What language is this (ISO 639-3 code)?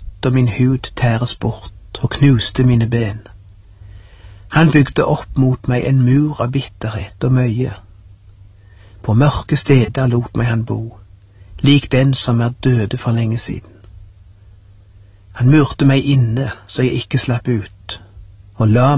nor